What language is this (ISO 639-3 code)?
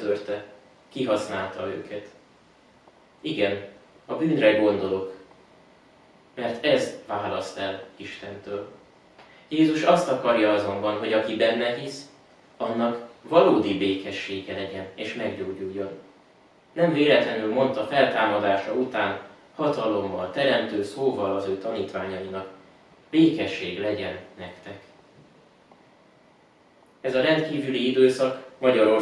hun